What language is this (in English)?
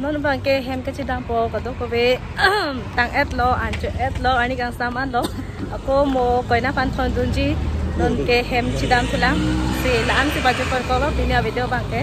Karbi